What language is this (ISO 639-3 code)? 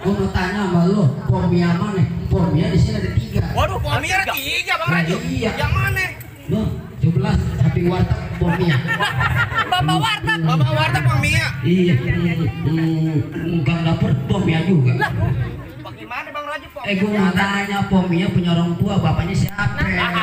bew